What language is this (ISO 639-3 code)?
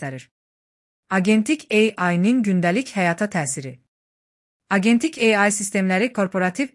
aze